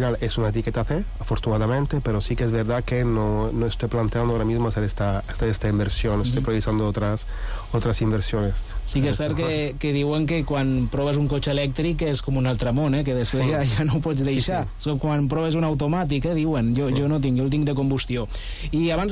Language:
Catalan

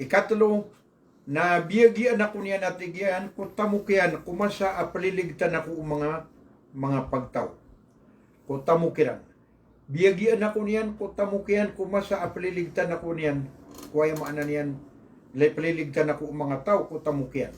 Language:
Maranao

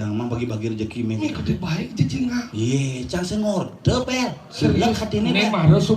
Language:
Balinese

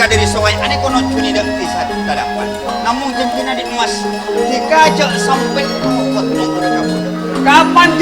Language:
Madurese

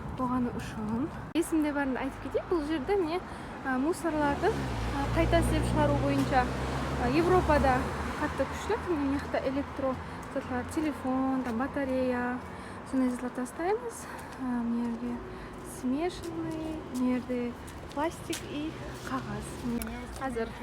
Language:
Kara-Kalpak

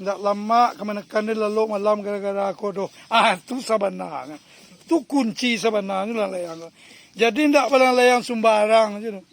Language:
Minangkabau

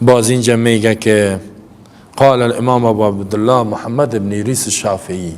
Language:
Persian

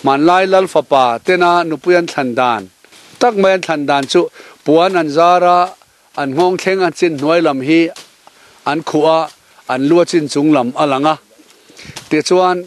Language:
Mizo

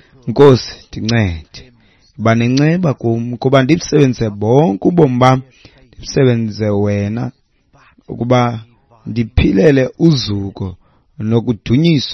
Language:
Xhosa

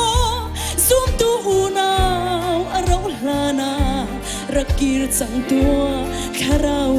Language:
Hakha Chin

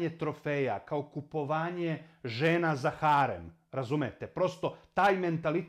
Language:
Serbian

